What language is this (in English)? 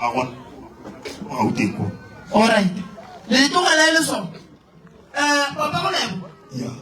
Northern Sotho